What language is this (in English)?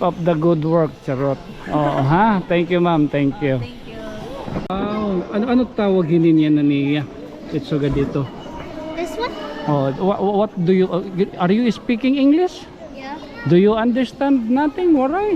Waray